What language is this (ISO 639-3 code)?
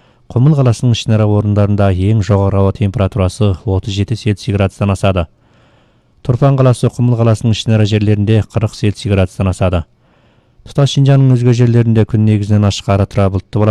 kaz